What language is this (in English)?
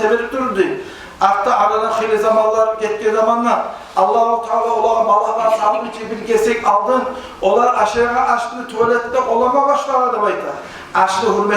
Kumyk